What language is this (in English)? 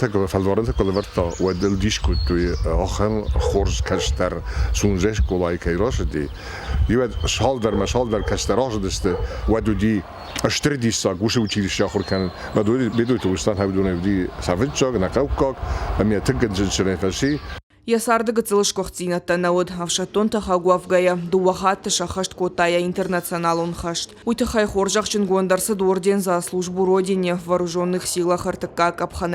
Ossetic